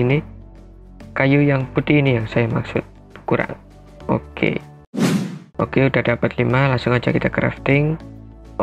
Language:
Indonesian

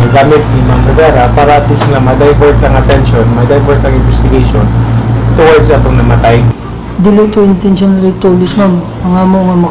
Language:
Cebuano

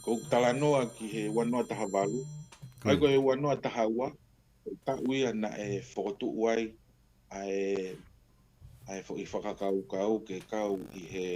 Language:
Tongan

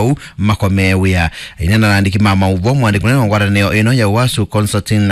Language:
Kamba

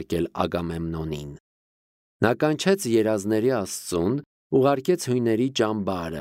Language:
Armenian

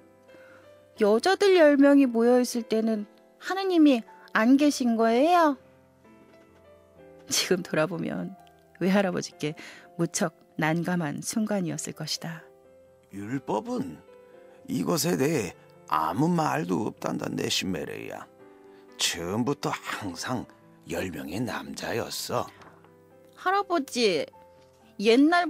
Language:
Korean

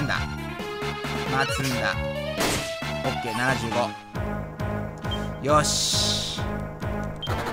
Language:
Japanese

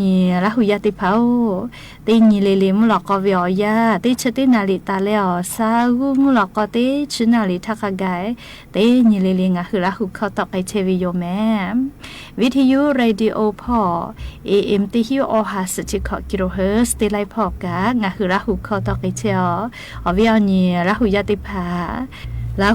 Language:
Lahu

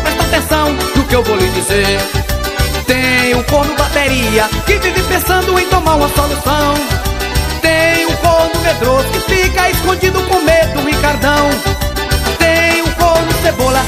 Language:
Portuguese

